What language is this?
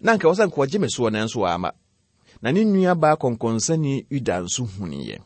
Akan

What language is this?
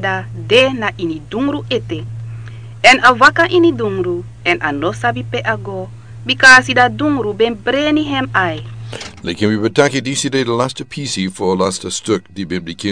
Sranan Tongo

